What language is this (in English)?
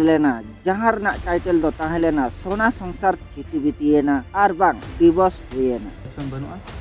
Santali